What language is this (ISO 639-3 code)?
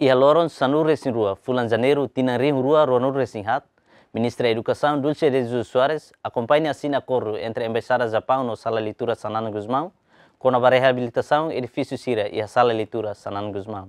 tet